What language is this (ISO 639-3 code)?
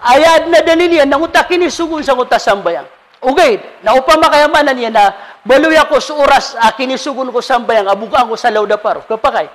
mrw